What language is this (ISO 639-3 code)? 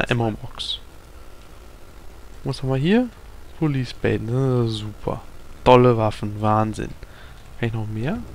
deu